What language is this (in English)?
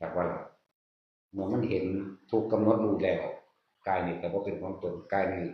Northeastern Thai